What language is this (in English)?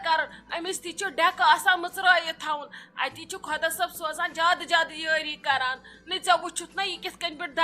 Kashmiri